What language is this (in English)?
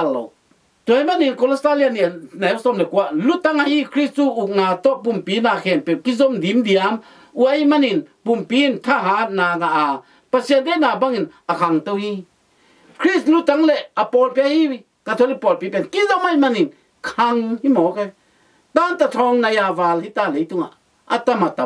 Tedim Chin